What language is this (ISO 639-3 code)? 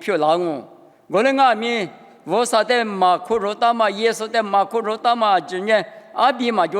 lis